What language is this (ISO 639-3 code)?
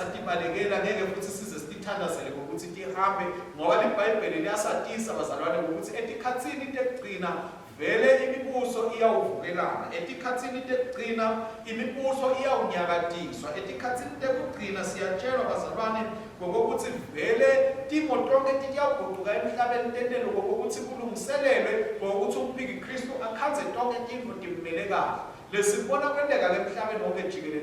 ssw